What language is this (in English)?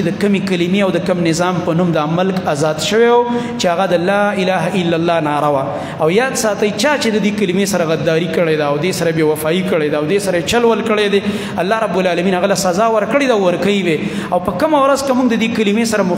Pashto